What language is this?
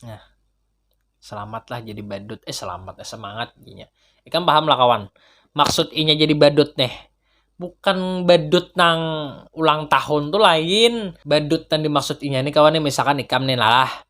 Banjar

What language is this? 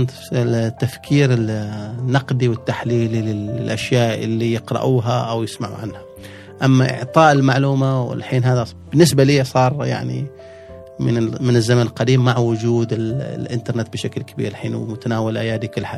Gulf Arabic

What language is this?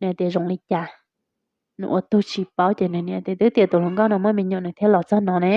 Hmong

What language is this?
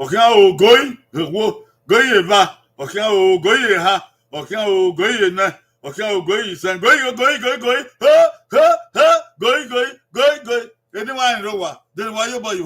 Bini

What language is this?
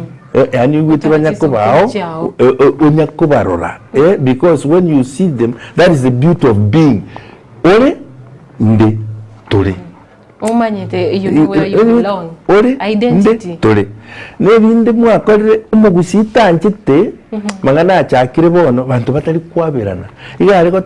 Gusii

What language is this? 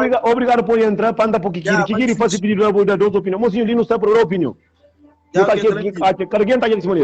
Kabuverdianu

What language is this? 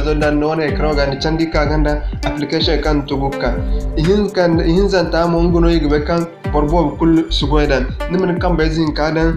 Zarma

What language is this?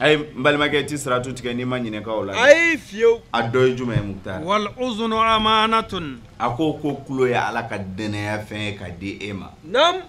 Bambara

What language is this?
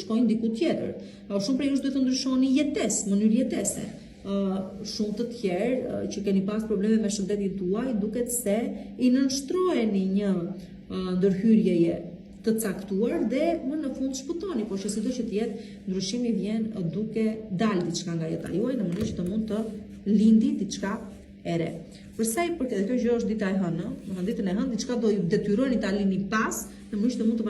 Albanian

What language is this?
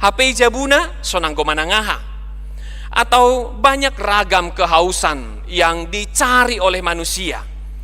Batak Toba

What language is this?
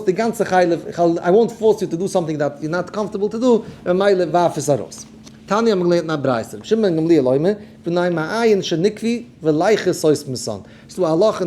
Yiddish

